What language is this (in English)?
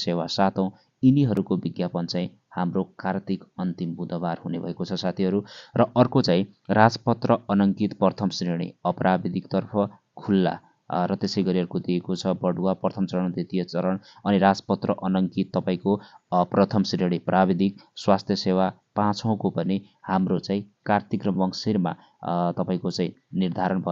Nepali